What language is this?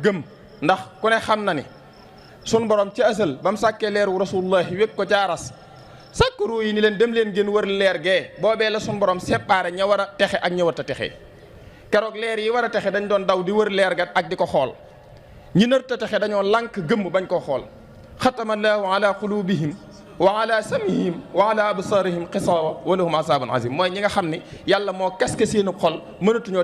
Wolof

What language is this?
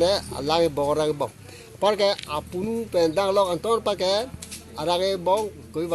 Karbi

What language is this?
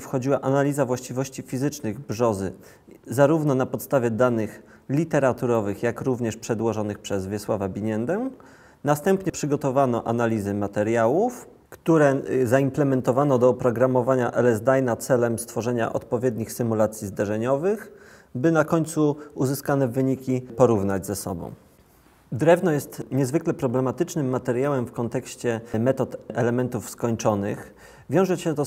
Polish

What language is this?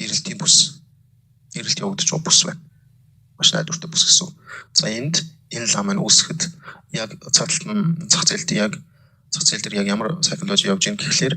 Mongolian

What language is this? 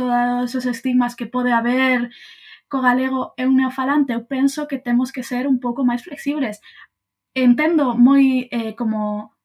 Galician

